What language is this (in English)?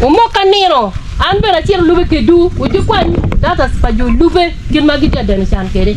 Acoli